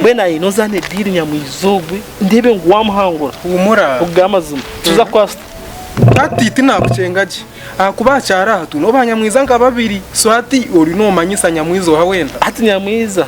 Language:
Nyankole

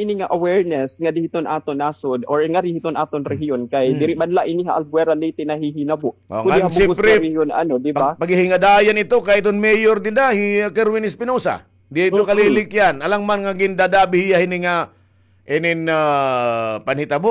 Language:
Waray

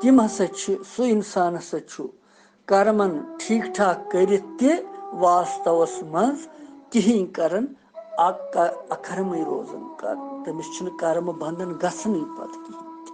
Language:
Kashmiri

